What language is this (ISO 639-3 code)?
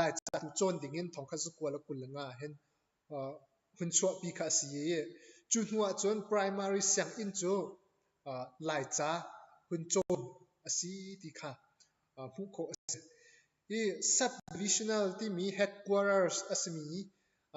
cnh